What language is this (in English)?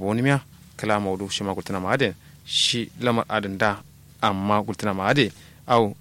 Kanuri